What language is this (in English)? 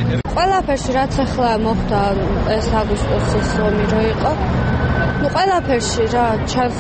Georgian